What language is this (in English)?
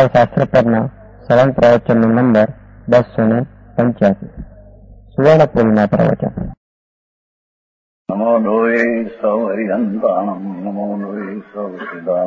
Gujarati